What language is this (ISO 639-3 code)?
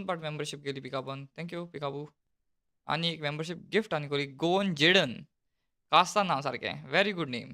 kok